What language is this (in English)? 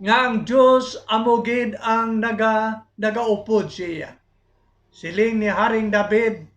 Hiligaynon